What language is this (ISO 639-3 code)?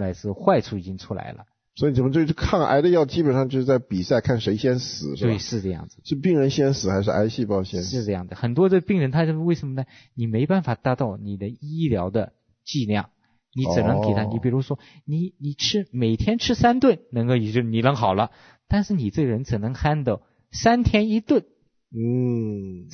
zho